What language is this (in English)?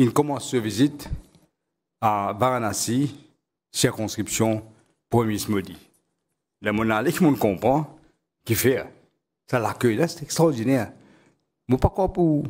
Morisyen